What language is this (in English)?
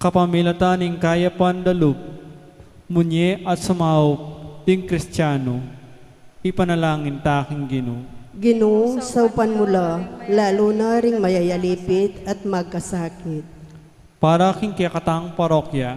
Pampanga